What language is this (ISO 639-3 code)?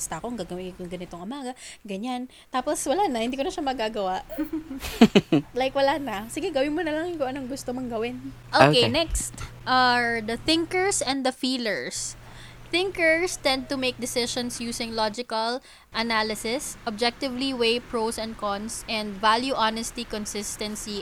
fil